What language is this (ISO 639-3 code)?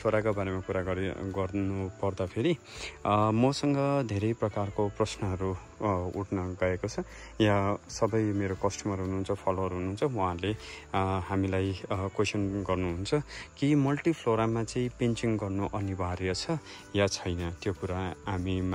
nep